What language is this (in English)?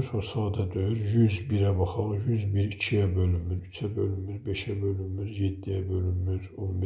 Azerbaijani